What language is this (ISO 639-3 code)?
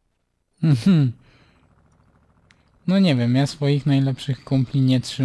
pol